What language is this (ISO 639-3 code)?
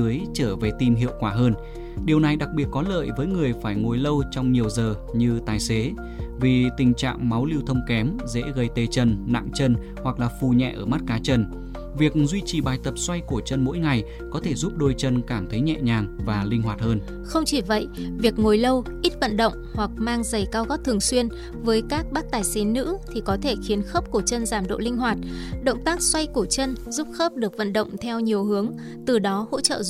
vie